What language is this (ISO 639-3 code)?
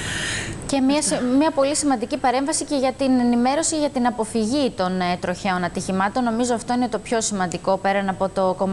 ell